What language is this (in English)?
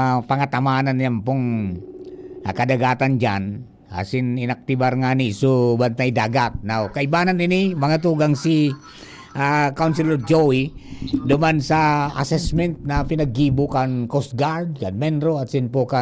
Bikol